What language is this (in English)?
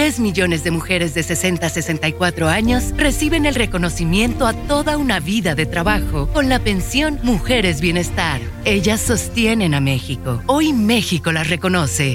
Spanish